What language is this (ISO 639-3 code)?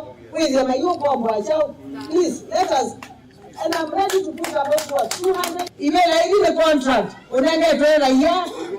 kam